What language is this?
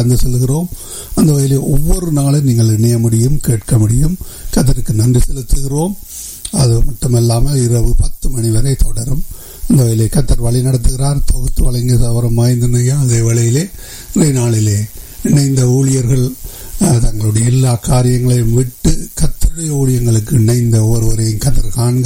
Tamil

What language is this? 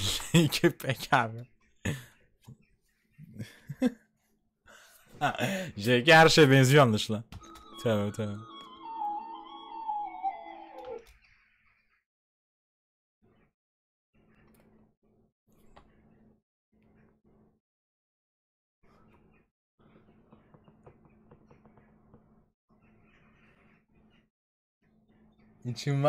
Turkish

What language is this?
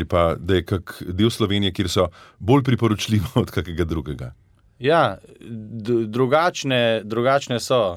Slovenian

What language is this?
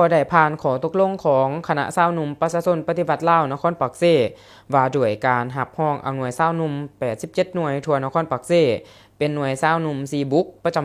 Lao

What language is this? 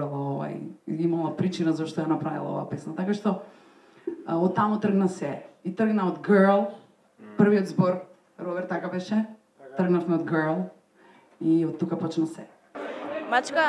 Macedonian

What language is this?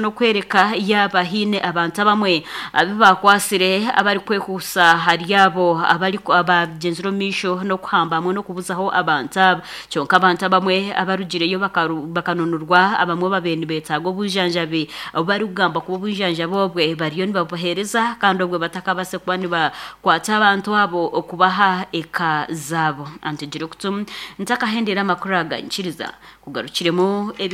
Nyankole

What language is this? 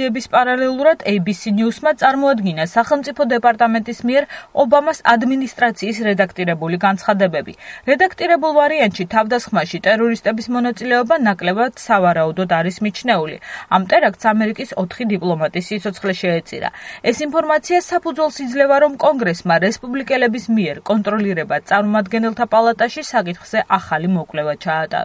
Georgian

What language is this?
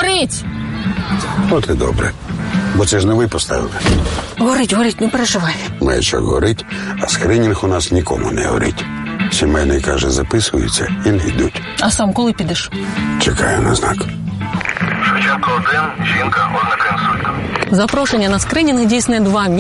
Ukrainian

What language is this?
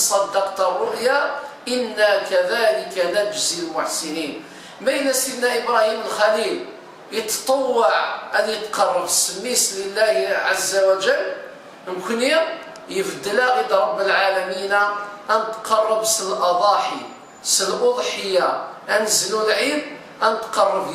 Kabyle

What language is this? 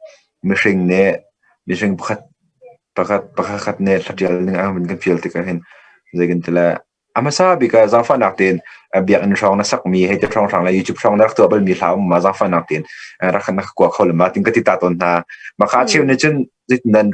Hakha Chin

